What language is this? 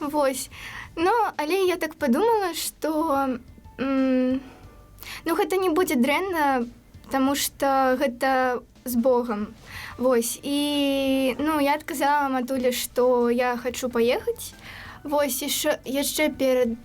Belarusian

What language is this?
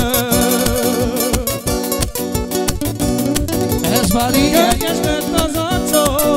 Hungarian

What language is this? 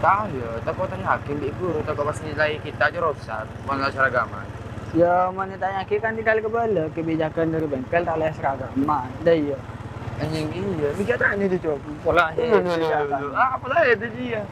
Madurese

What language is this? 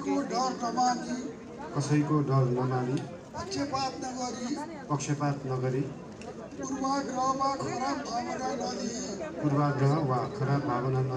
Nepali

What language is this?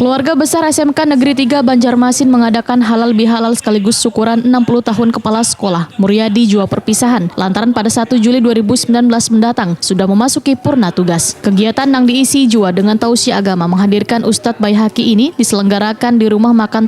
Banjar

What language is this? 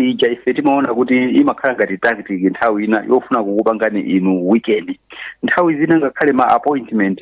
Nyanja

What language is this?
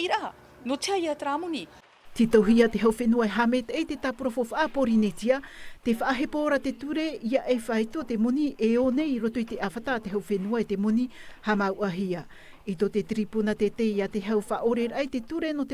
Tahitian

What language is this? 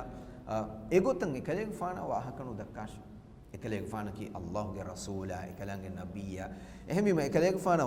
Divehi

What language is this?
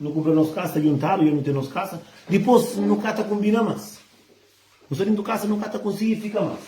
Kabuverdianu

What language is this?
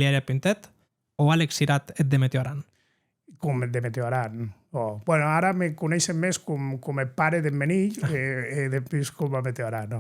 Occitan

